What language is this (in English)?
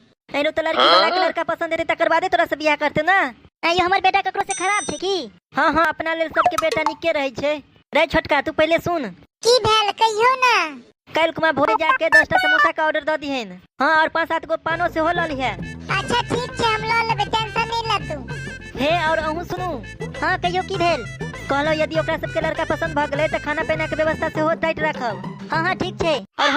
Maithili